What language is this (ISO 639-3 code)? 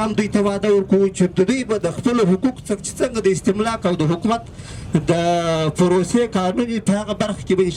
pus